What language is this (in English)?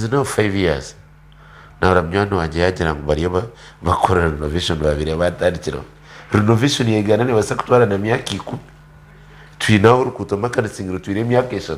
Nyankole